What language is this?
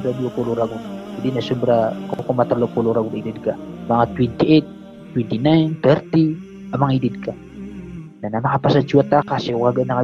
Maranao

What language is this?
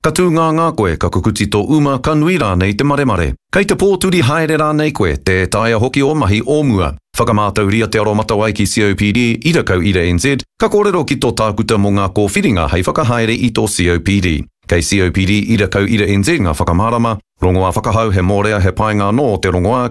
Māori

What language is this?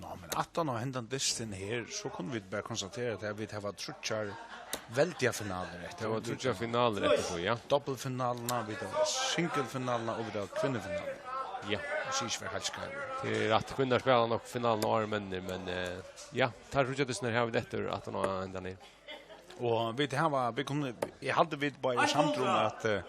Faroese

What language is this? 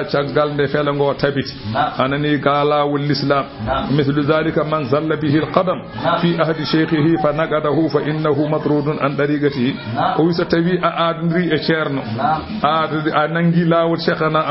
Fula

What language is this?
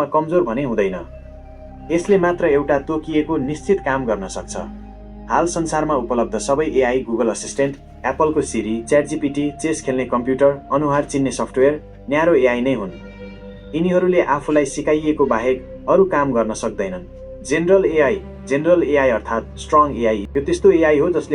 Nepali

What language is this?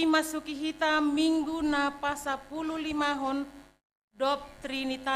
Batak Simalungun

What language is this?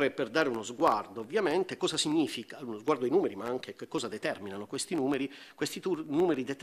Italian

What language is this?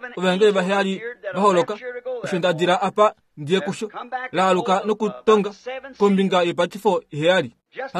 Kuanyama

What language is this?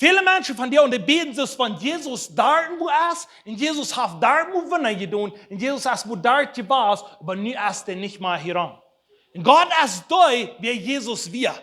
Plautdietsch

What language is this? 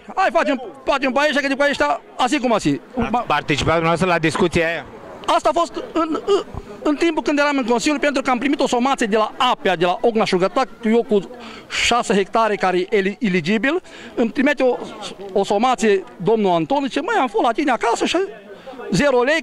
Romanian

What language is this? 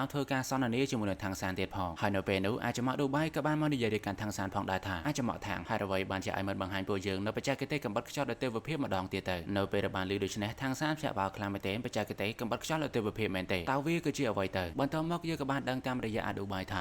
Khmer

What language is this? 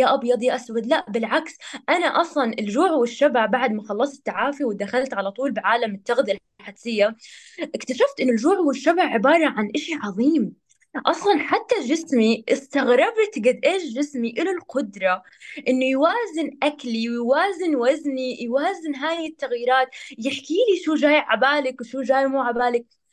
North Levantine Arabic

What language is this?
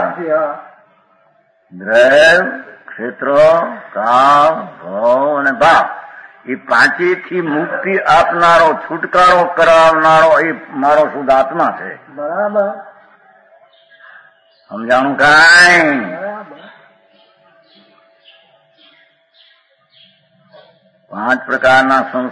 Gujarati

